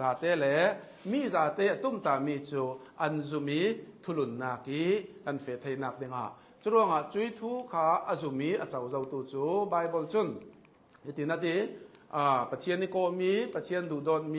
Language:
Hakha Chin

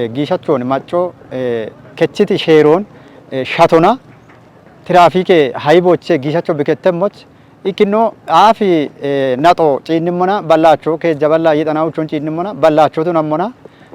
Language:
Kafa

